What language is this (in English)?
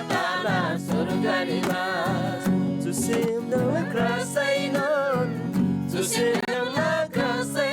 Eastern Tamang